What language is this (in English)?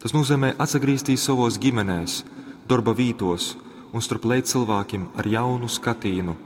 Latgalian